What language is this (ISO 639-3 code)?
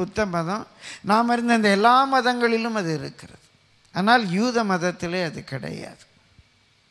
tam